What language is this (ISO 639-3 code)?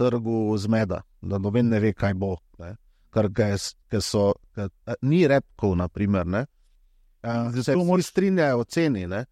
slv